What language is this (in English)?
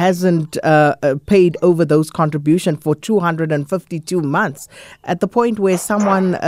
English